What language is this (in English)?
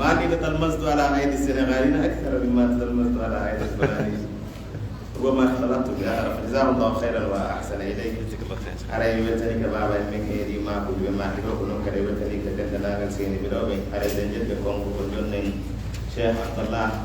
Pular